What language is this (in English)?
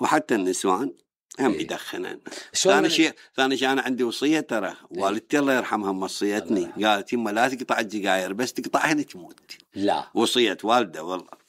Mesopotamian Arabic